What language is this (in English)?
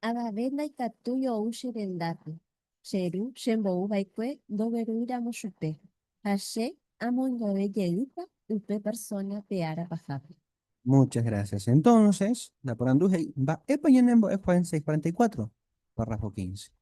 Guarani